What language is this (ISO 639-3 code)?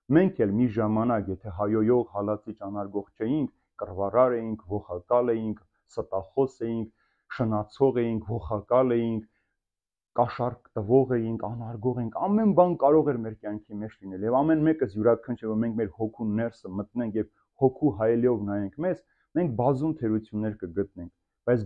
hye